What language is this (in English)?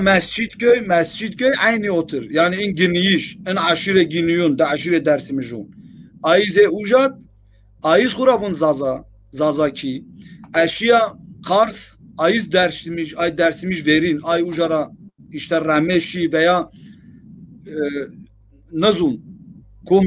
Zaza